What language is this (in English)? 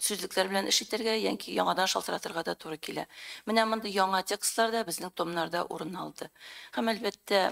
Tatar